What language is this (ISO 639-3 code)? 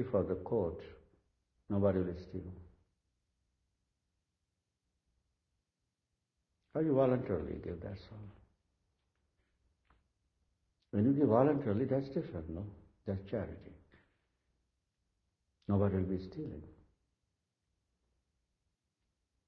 eng